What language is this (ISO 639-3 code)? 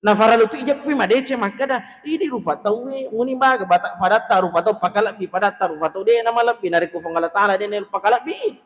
bug